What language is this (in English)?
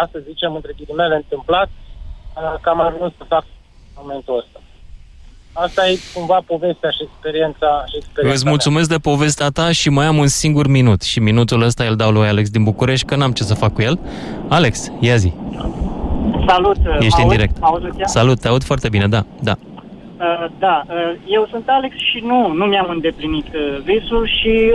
Romanian